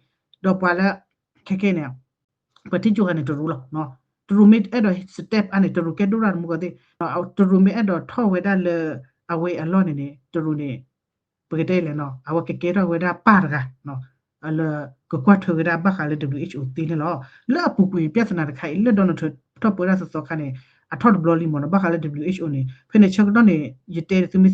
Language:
S'gaw Karen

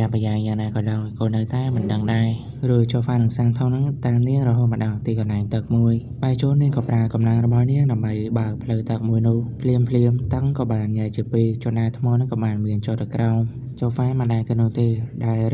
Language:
Khmer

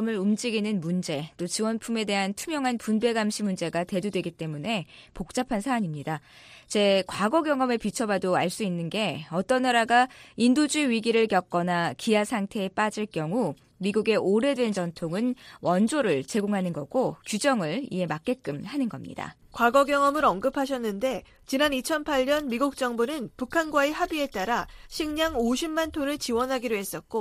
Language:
Korean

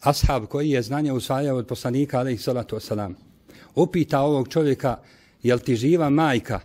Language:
Bosnian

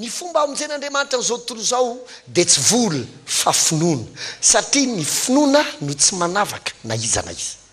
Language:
Malagasy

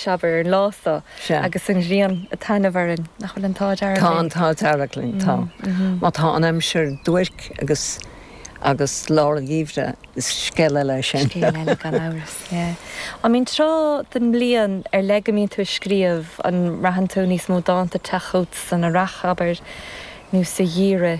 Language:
Irish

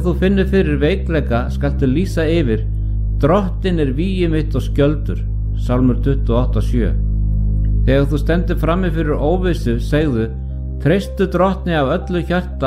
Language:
Icelandic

